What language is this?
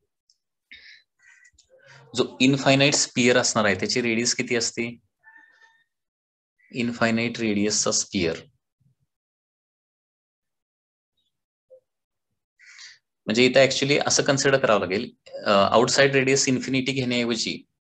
Marathi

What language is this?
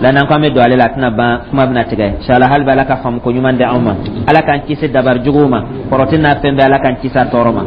Dyula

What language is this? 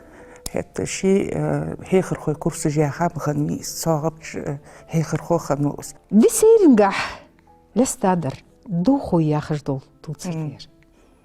Ingush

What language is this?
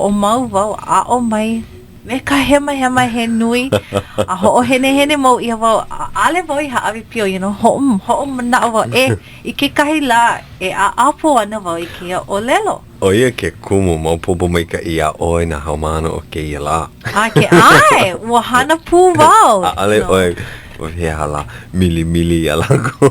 Hawaiian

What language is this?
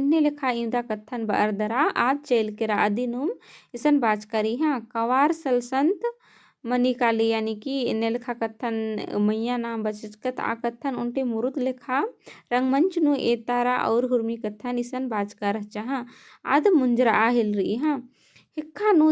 Kurukh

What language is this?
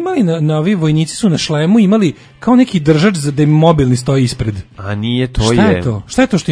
Serbian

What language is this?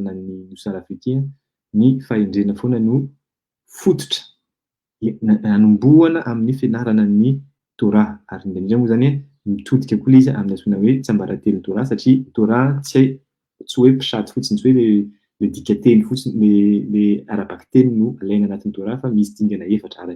Malagasy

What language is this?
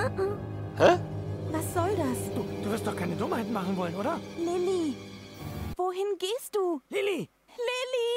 Swiss German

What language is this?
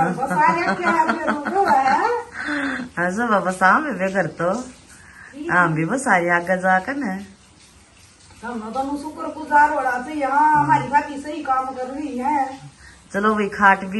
Hindi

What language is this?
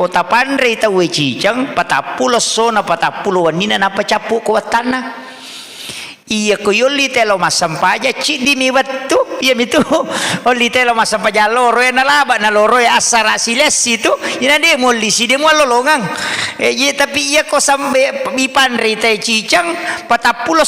Buginese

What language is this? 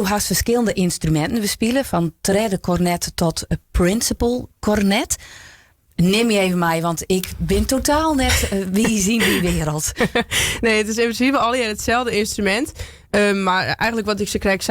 Western Frisian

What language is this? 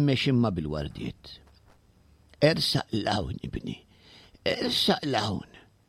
Maltese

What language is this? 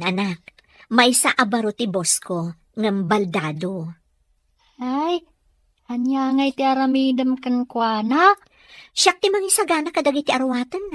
Iloko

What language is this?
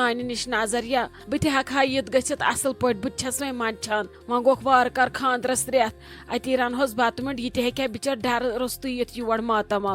Kashmiri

